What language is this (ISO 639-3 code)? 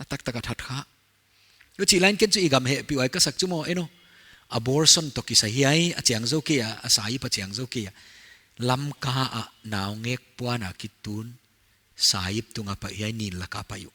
pck